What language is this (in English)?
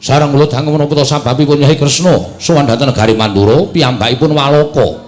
Javanese